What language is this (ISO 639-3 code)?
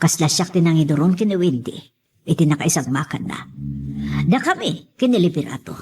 ilo